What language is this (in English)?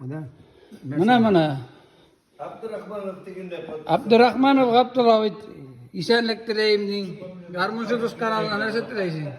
Tatar